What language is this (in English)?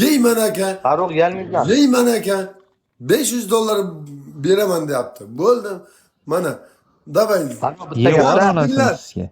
Uzbek